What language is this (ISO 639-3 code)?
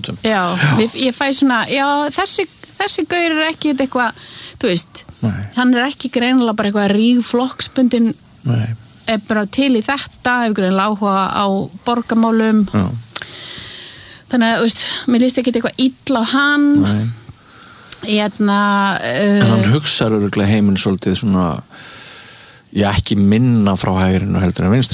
isl